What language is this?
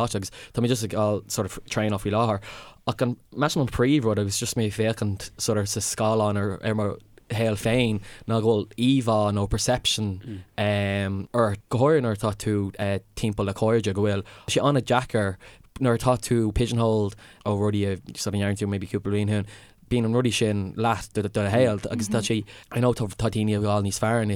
Irish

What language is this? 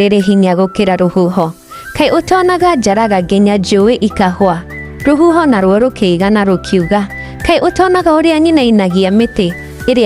Kikuyu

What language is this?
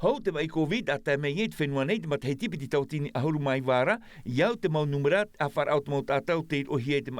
Tahitian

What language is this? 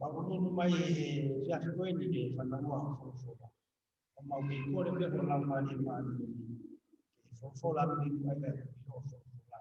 Tongan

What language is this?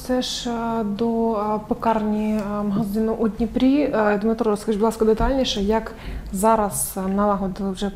Ukrainian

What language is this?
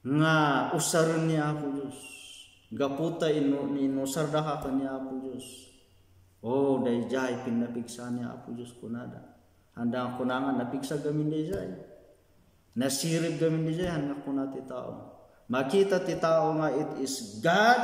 Iloko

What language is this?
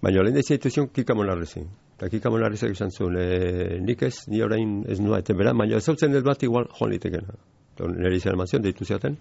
Basque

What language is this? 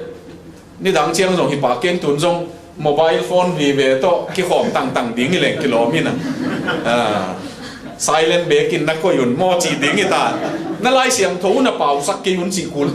Tedim Chin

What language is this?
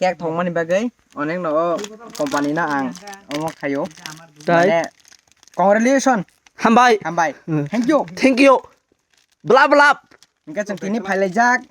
Kok Borok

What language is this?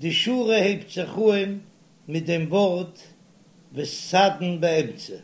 Yiddish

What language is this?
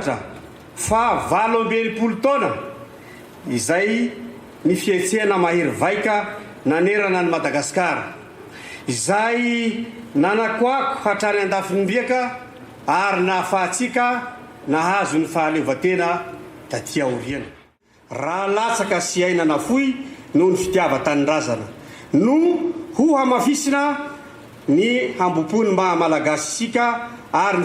Malagasy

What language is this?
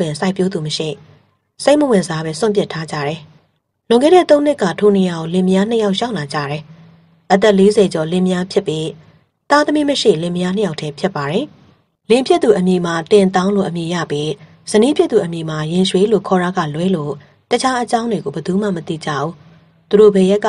Burmese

